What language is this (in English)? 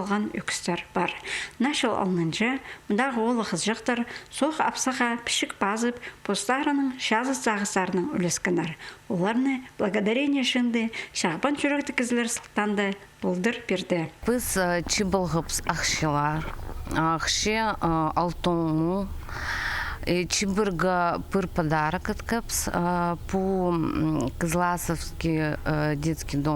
Khakas